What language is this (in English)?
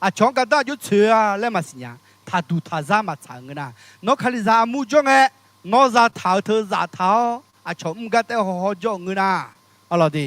Akha